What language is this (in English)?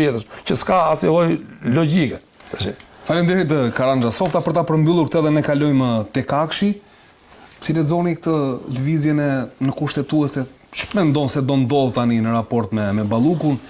Albanian